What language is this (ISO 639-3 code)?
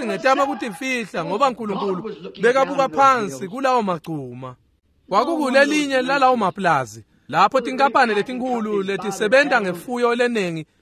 ssw